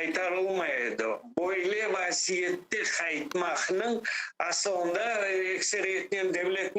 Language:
Crimean Tatar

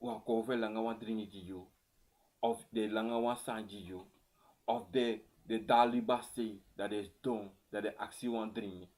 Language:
Sranan Tongo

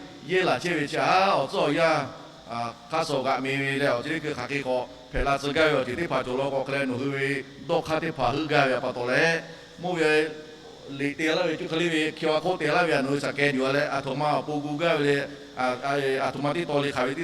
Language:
Lahu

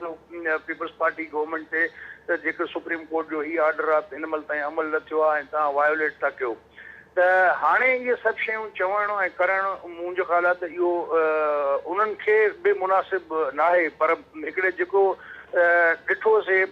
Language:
Sindhi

